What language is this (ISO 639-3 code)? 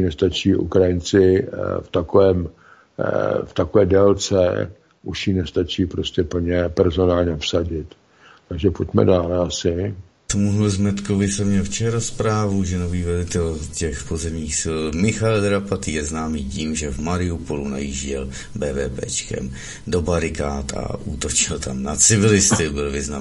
ces